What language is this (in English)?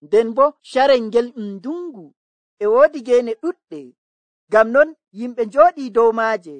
Nigerian Fulfulde